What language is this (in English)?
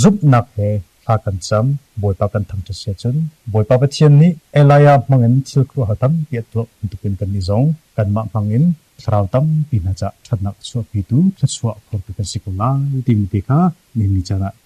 Hakha Chin